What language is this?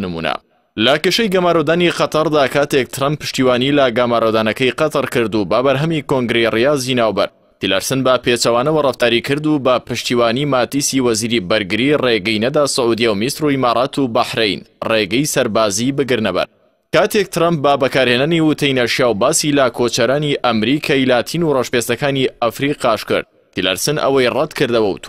Central Kurdish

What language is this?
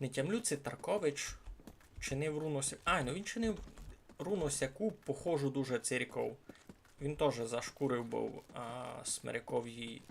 Rusyn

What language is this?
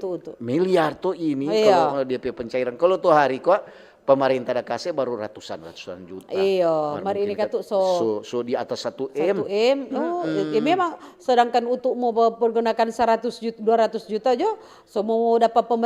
Manado Malay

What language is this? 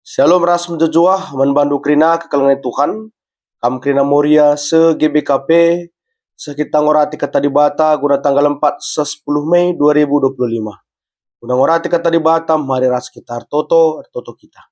Batak Karo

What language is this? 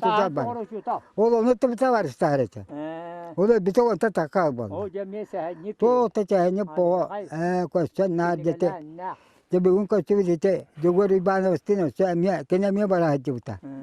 Yakut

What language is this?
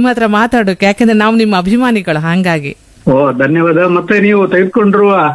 Kannada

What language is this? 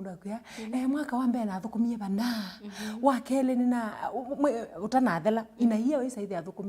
Kamba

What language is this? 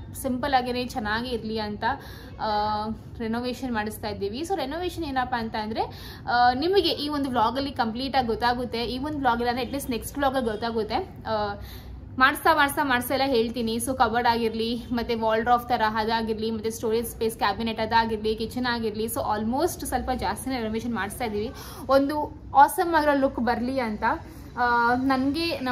Kannada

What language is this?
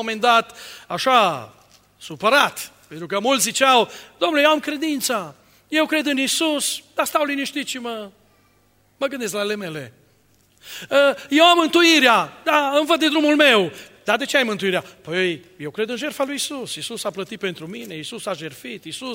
Romanian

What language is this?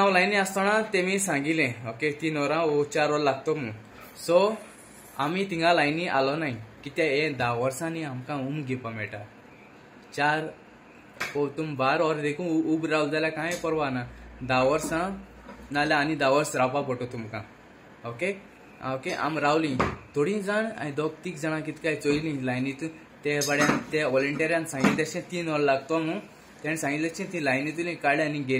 Konkani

